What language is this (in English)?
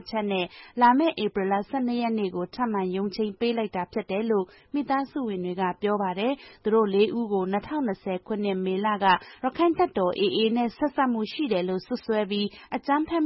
Burmese